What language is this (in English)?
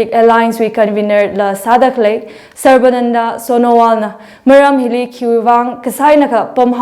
Tangkhul Naga (India)